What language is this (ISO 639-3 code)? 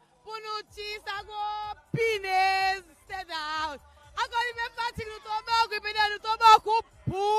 crs